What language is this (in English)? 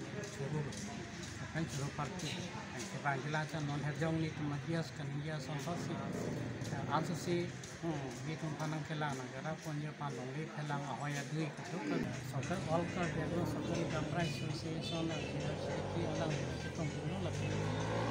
Karbi